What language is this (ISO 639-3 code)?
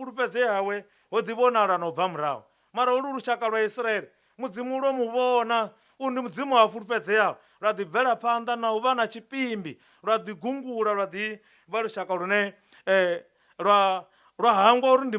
ven